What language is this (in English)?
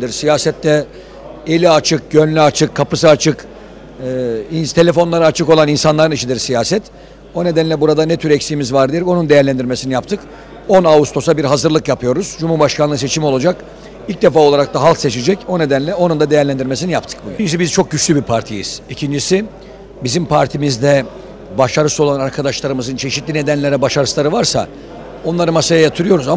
Turkish